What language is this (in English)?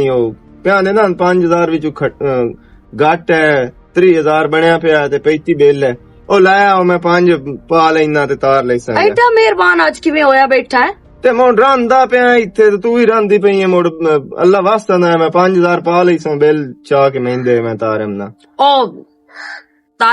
Western Panjabi